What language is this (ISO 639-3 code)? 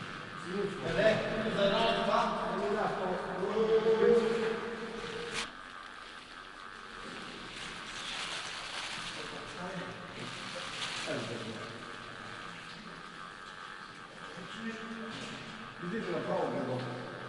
bul